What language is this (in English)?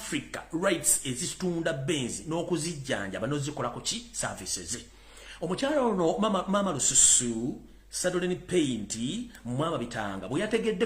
Ganda